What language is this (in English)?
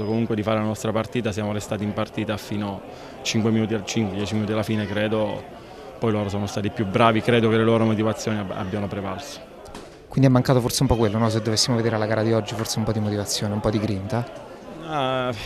Italian